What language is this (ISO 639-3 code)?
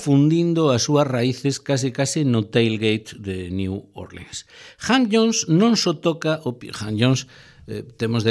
glg